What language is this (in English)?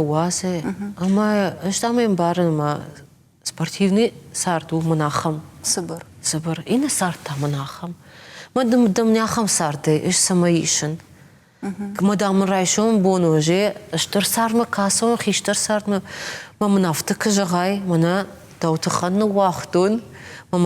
Ossetic